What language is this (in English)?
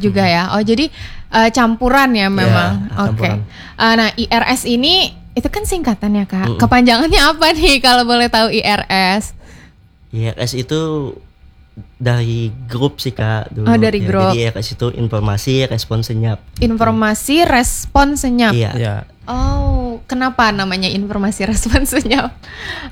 Indonesian